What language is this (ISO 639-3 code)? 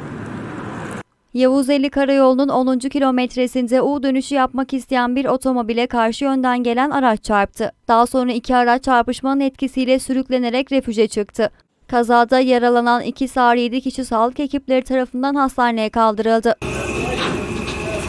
tur